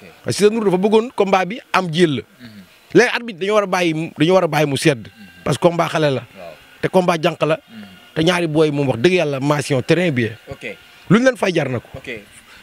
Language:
Wolof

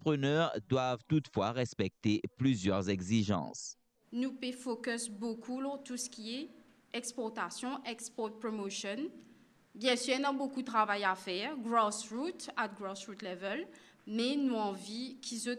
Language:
Morisyen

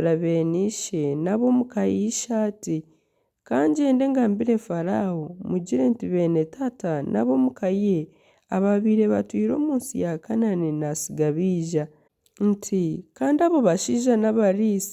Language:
Nyankole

